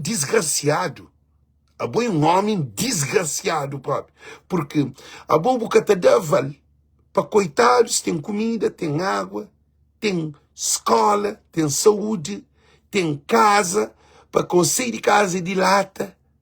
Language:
Kabuverdianu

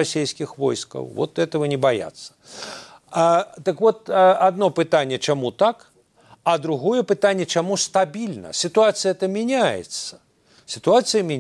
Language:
Belarusian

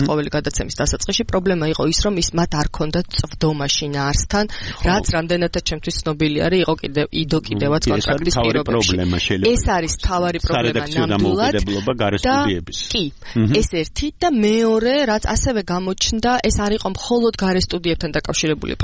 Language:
Georgian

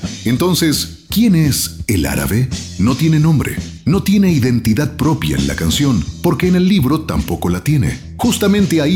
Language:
Spanish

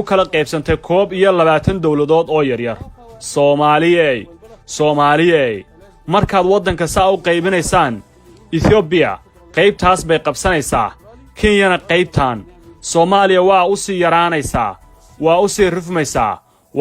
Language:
Somali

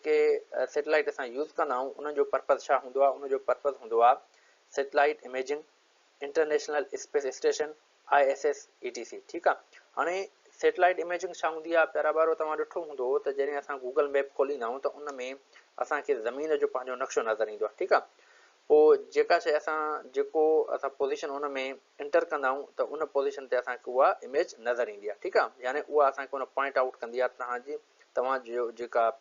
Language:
Sindhi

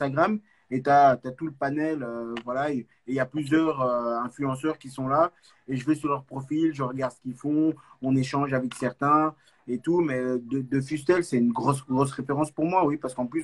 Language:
French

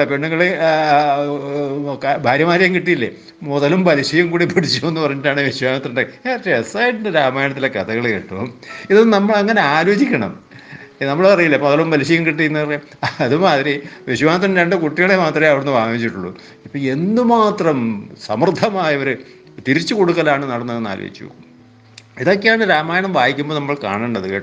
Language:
Malayalam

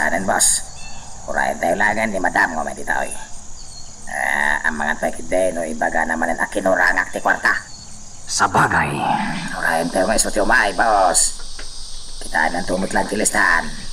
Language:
Iloko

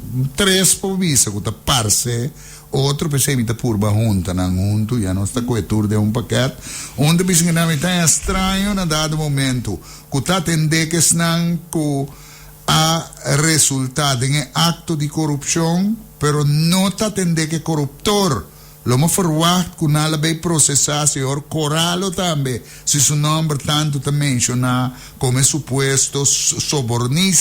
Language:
Papiamento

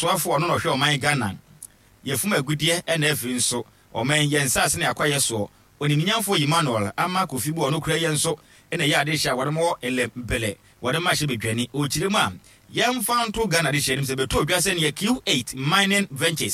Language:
Akan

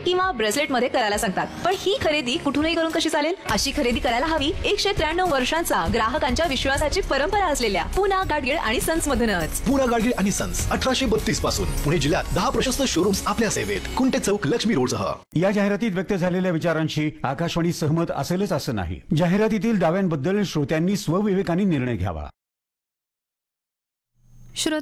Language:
Marathi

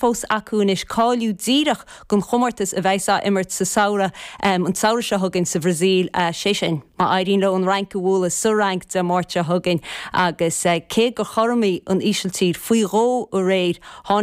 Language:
Irish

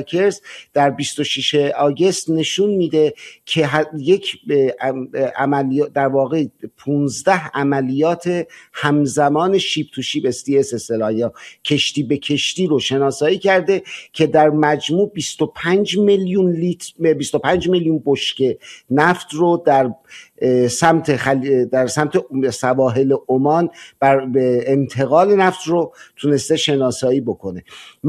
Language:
Persian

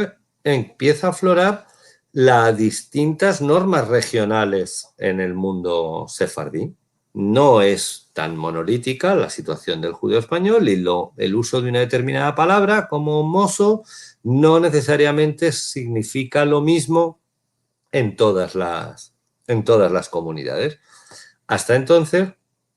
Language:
Ladino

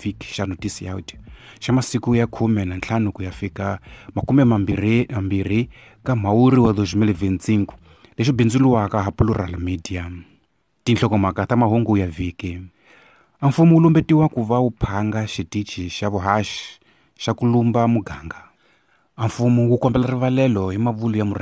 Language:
Tsonga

